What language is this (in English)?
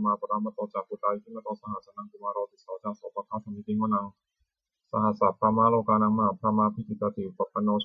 Pali